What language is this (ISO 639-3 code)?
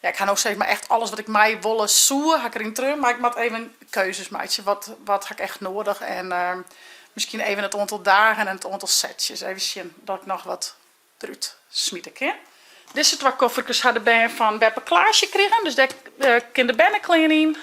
fry